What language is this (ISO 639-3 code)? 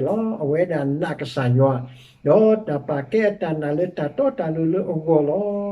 ksw